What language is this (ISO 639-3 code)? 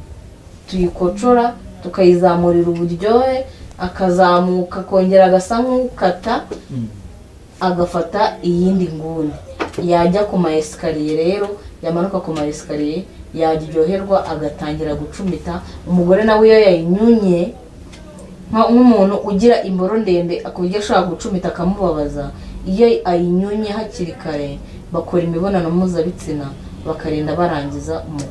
kin